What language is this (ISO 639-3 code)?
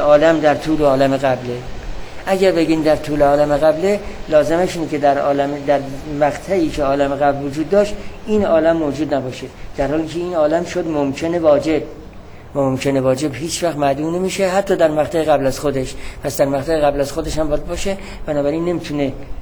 fas